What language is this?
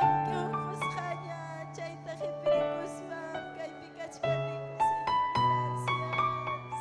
Ayacucho Quechua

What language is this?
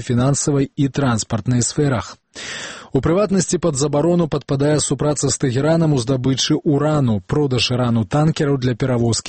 Belarusian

